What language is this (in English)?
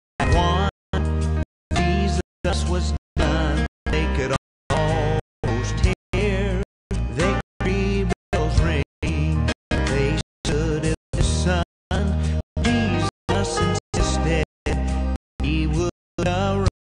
English